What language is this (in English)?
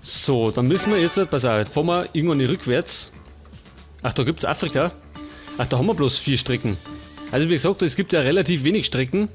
Bavarian